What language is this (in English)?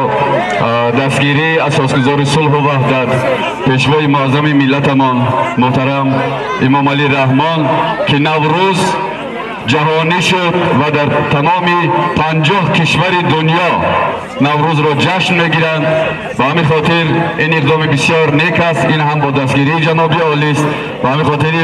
Tajik